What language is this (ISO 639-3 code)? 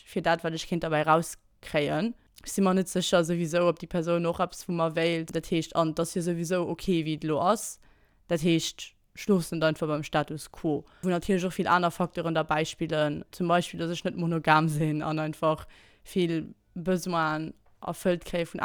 ltz